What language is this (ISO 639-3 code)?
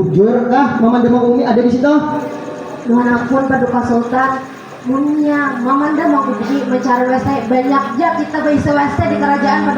bjn